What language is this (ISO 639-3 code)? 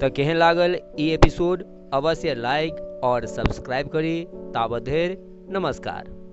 mai